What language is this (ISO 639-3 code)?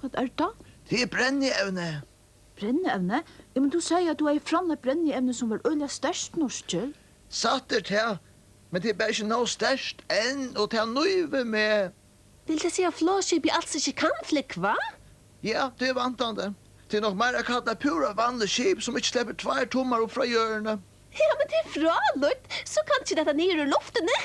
fao